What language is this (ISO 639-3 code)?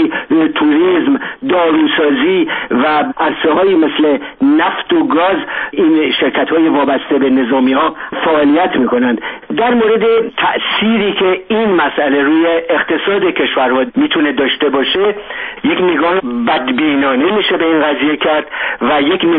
fas